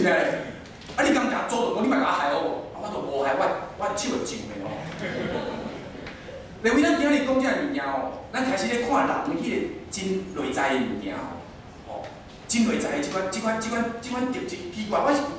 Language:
Min Nan Chinese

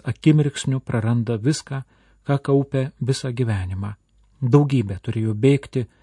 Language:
Lithuanian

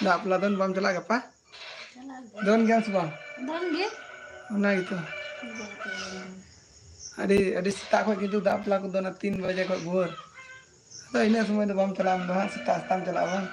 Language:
Santali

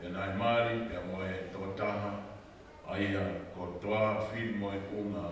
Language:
Tongan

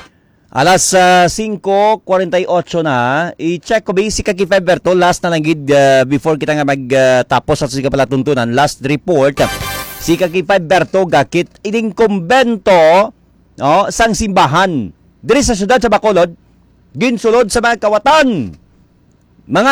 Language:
Hiligaynon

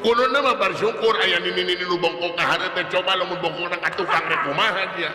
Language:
Sundanese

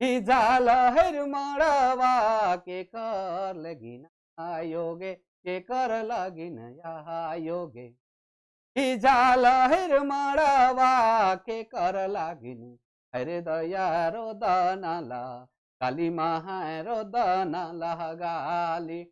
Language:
Sadri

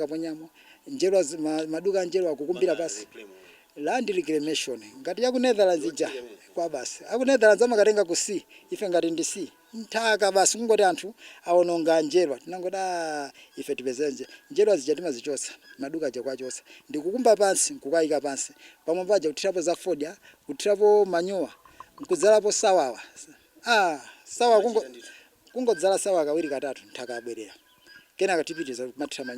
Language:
Nyanja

